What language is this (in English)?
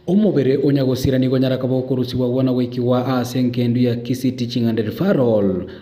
Gusii